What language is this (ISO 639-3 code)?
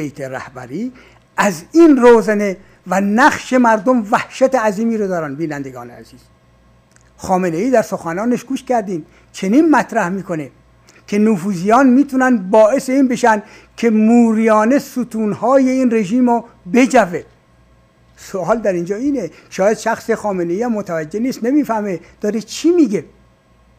fas